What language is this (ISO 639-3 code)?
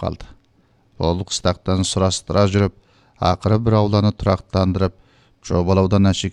kir